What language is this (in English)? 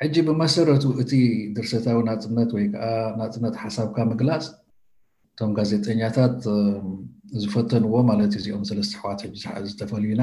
Tigrinya